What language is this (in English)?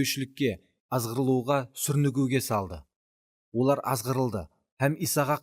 Kara-Kalpak